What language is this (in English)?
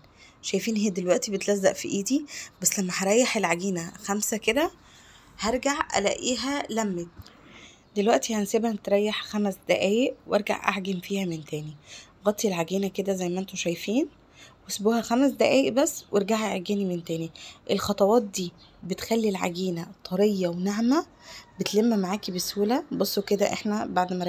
Egyptian Arabic